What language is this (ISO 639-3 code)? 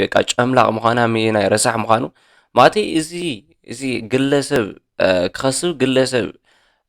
tir